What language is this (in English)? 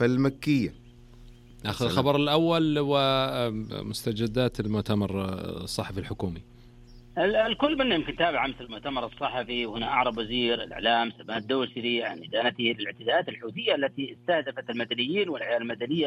Najdi Arabic